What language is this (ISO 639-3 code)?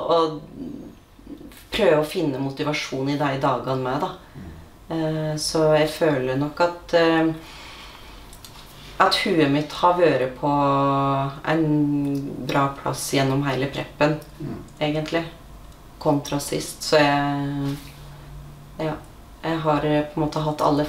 nor